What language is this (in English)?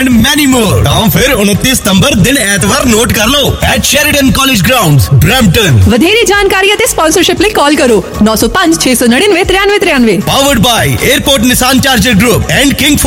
Punjabi